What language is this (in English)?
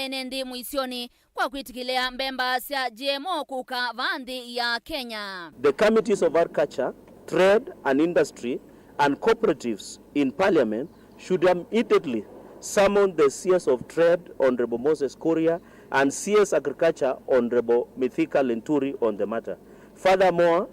Kamba